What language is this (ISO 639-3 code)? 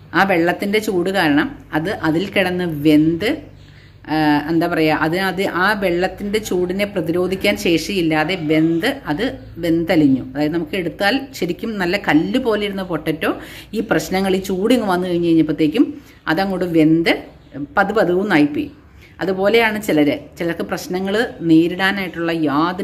mal